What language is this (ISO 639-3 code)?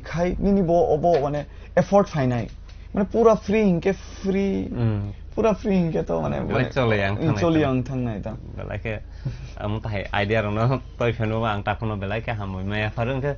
trp